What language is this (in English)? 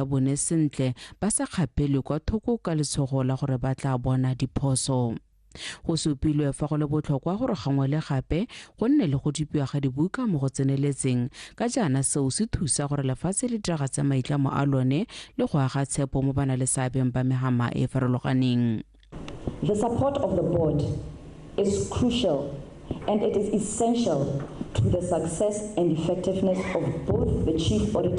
Tswana